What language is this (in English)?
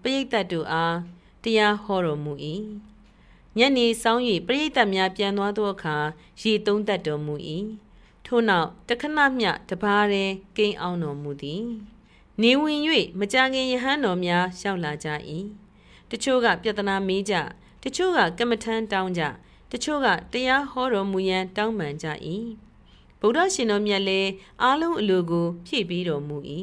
Burmese